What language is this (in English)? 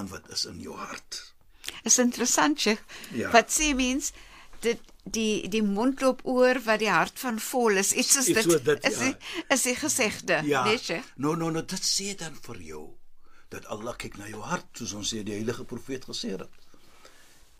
Afrikaans